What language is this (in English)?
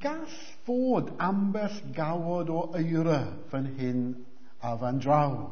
Welsh